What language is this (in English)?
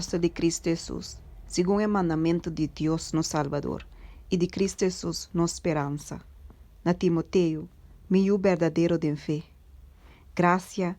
Papiamento